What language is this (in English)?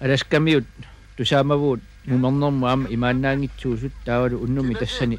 Kalaallisut